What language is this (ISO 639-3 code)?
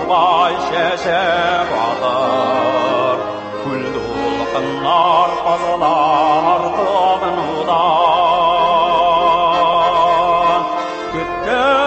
tat